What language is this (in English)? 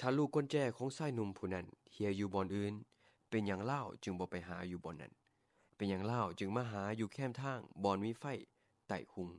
Lao